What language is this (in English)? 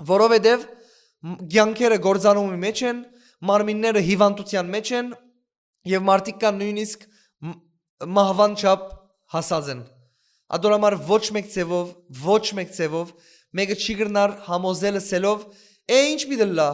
Western Armenian